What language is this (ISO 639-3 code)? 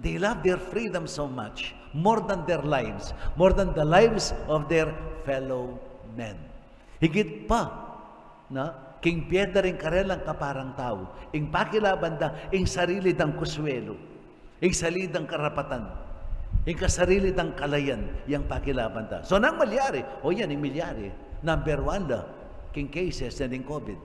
pam